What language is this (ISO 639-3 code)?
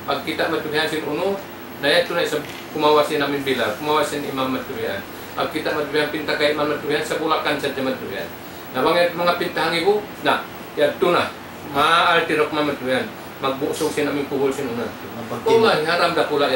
tsg